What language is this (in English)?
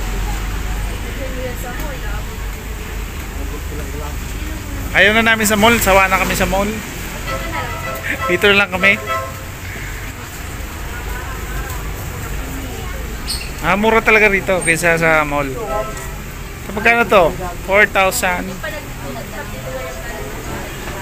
Filipino